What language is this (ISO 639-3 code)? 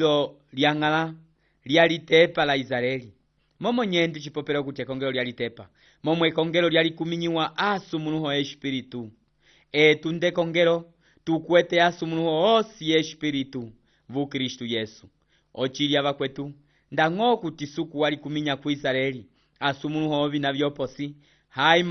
umb